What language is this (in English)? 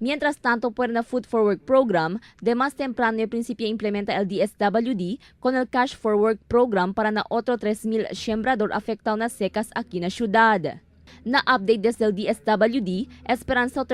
Chavacano